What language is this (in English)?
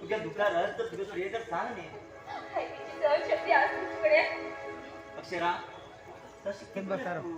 Konkani